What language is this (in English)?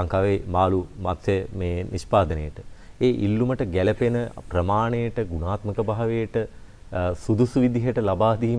Sinhala